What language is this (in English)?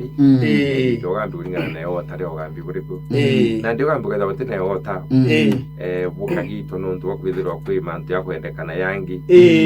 Meru